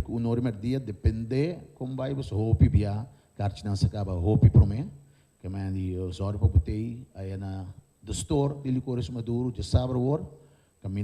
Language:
Papiamento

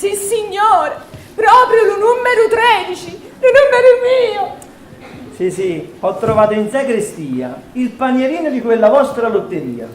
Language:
Neapolitan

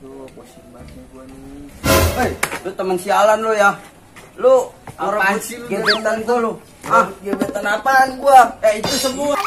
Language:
Betawi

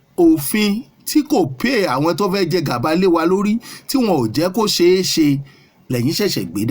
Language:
Yoruba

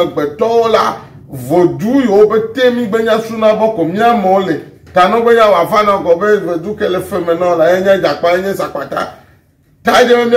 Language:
Ewe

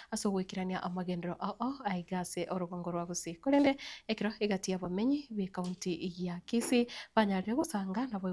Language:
Gusii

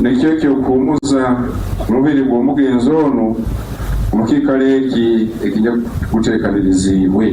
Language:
Nyankole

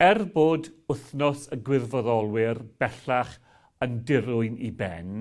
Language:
Welsh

